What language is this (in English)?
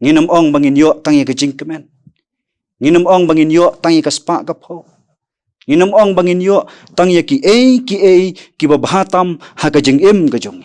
Khasi